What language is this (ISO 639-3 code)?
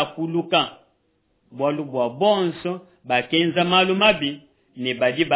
lua